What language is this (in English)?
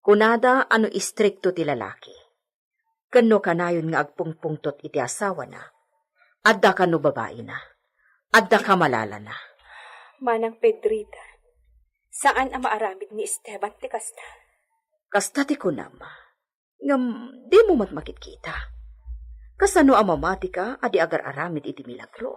Iloko